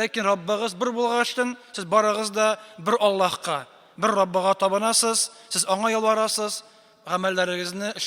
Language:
Tatar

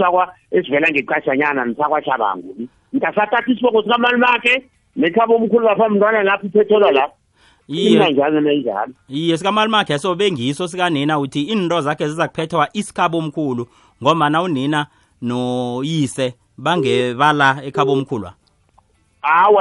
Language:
South Ndebele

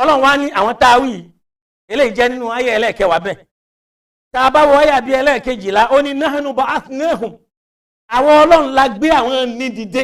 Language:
Yoruba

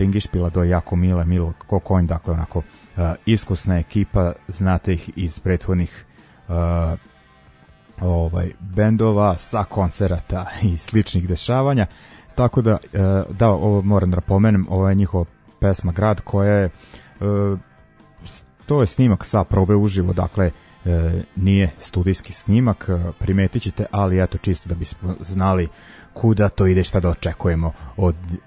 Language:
Serbian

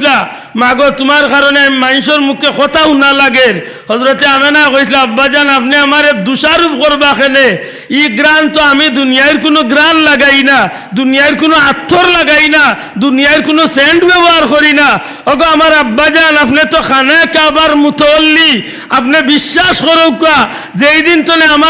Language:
Sylheti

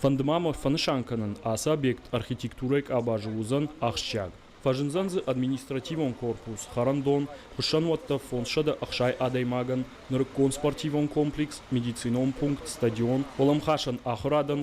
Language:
Ossetic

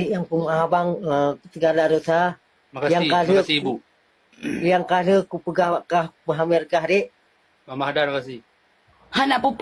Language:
Achinese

